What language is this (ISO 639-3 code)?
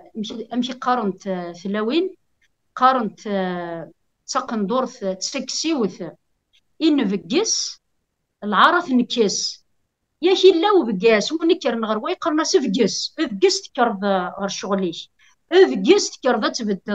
kab